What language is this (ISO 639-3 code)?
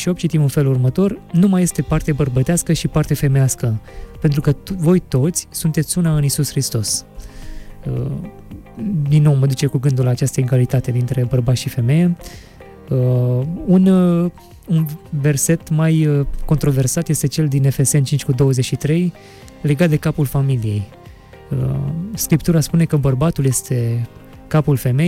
ron